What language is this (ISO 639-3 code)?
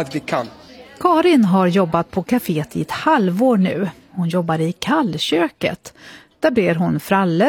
swe